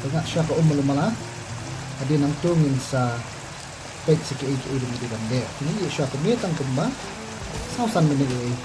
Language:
Khasi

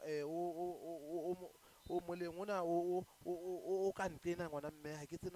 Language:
Southern Sotho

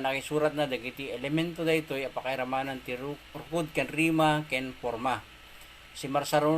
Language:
Iloko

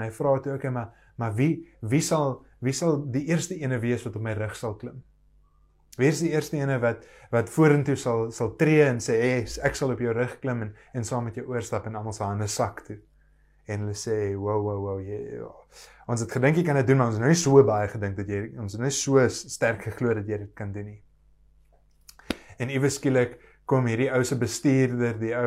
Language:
Afrikaans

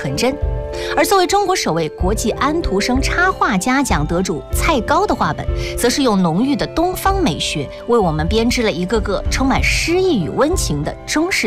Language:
Chinese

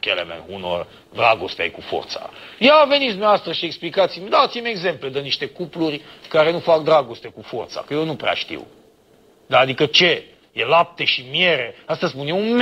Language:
Romanian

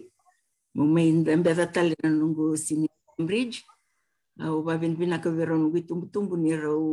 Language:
Fijian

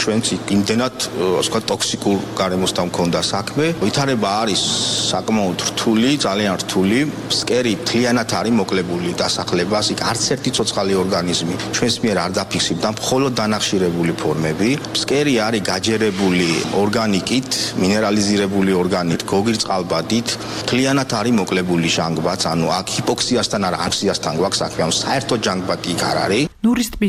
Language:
Georgian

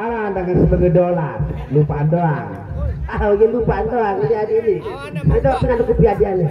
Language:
Sasak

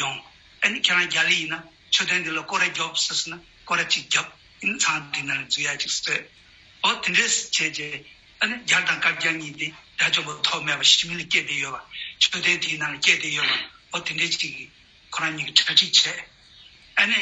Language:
Tibetan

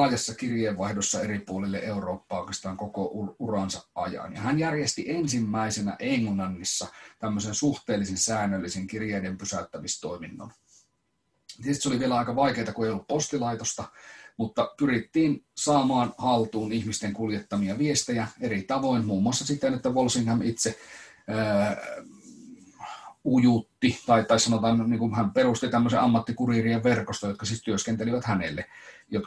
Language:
Finnish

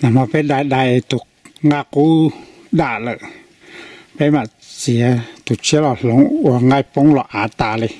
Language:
Hmong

